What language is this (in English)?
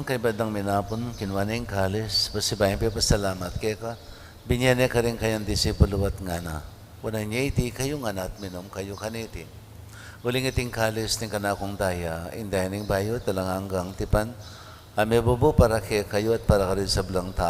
Pampanga